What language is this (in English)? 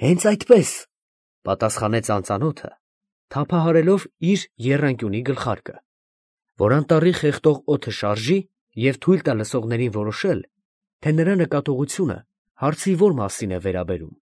Armenian